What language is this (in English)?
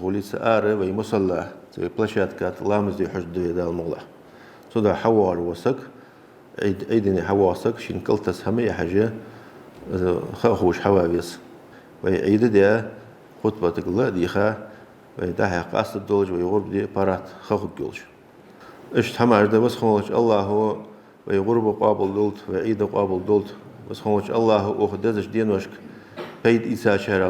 Ingush